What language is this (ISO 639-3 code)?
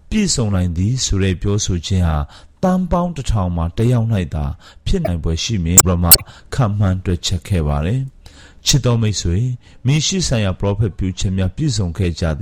mya